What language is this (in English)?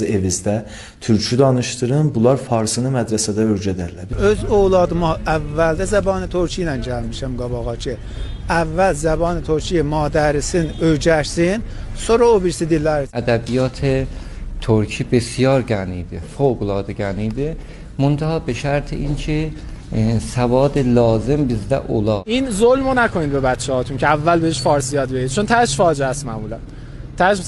South Azerbaijani